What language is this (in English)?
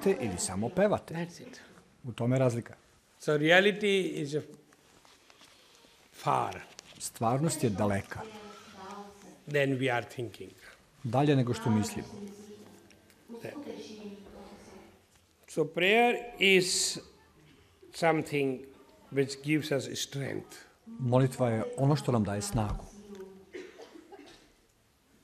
Serbian